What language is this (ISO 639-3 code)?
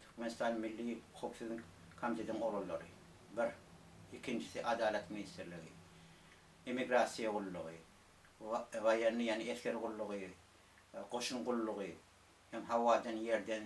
tuk